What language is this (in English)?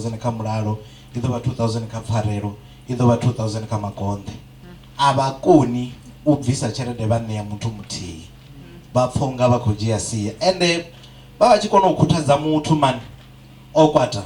Venda